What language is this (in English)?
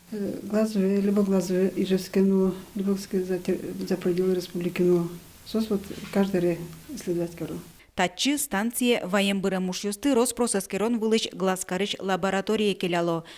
Udmurt